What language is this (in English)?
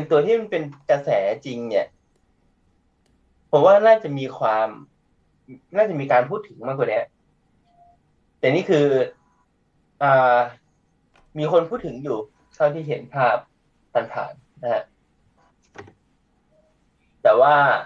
Thai